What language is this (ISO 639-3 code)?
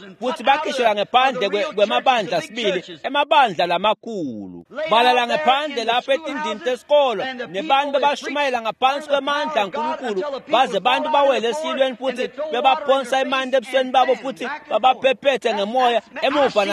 ssw